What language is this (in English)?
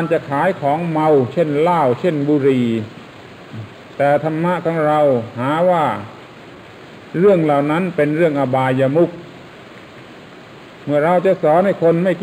Thai